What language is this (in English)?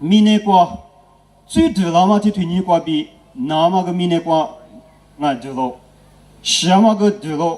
Lisu